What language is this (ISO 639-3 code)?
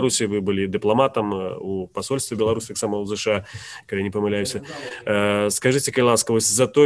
bel